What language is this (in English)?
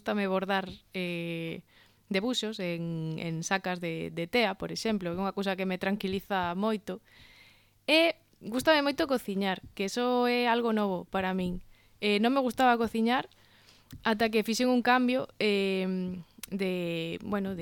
Galician